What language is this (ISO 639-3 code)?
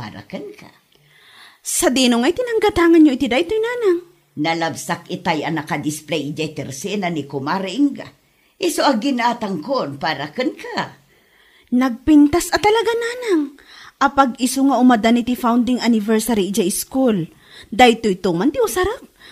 ilo